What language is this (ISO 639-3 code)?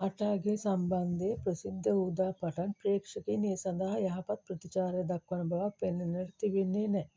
sin